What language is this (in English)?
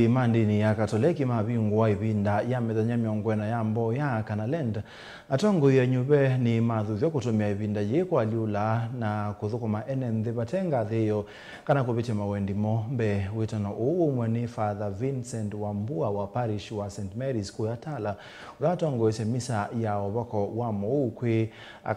Kamba